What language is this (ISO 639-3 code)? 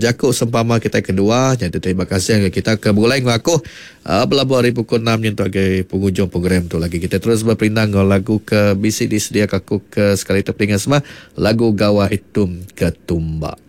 iba